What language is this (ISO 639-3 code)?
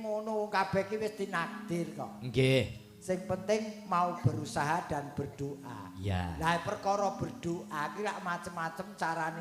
jav